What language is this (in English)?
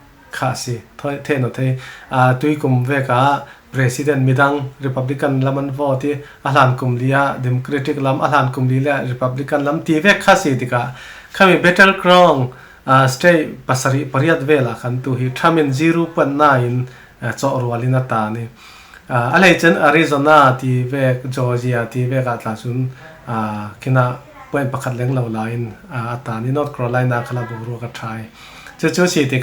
Falam Chin